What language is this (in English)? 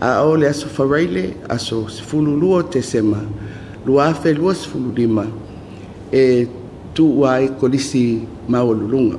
Samoan